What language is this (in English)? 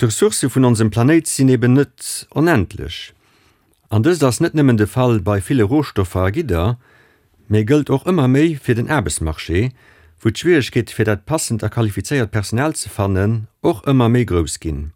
Luxembourgish